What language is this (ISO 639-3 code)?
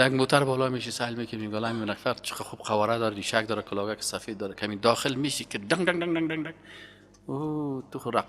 fas